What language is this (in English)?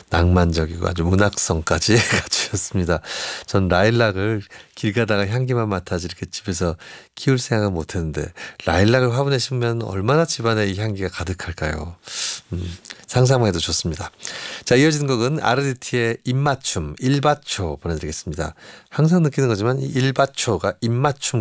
Korean